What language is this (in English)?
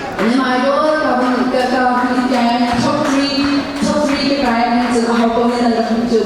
Hakha Chin